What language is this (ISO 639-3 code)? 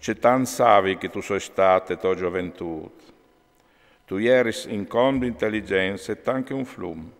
fur